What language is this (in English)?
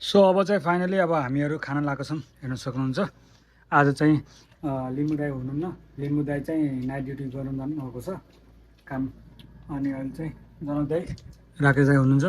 Nepali